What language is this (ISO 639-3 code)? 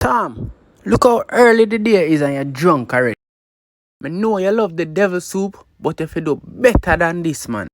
jam